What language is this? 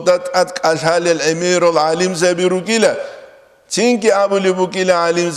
Avaric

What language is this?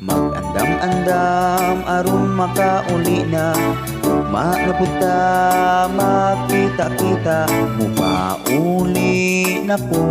Cebuano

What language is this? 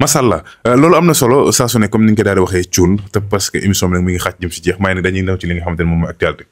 Wolof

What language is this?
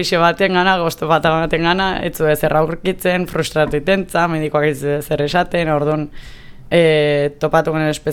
Basque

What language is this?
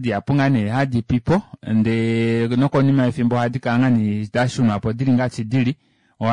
Kuanyama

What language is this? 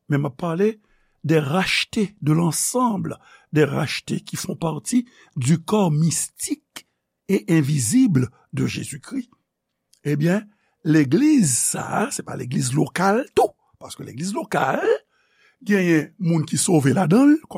Haitian Creole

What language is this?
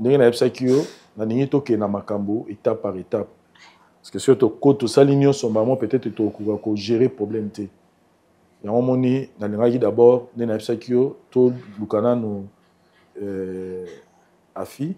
Lingala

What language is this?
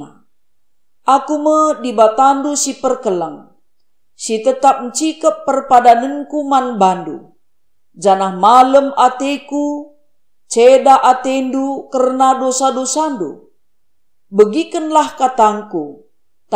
Batak Karo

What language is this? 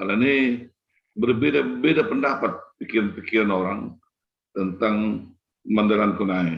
Batak Simalungun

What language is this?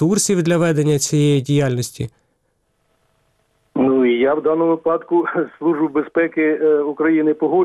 Ukrainian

